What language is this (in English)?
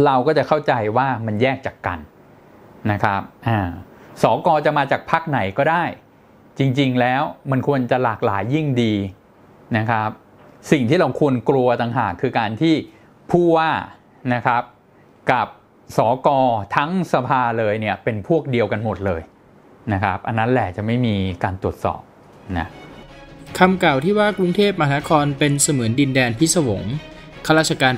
Thai